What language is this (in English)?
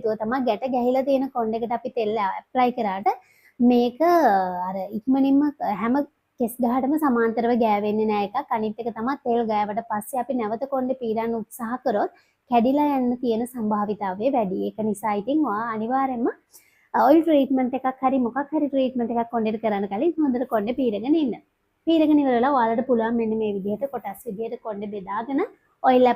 Sinhala